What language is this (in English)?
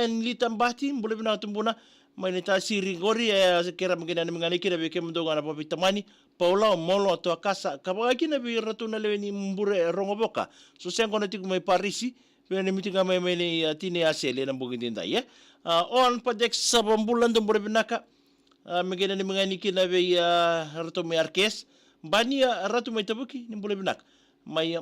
Fijian